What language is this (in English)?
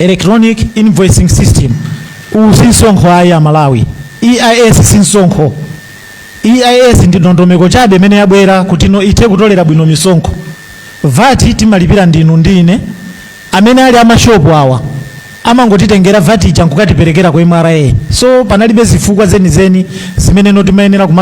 Nyanja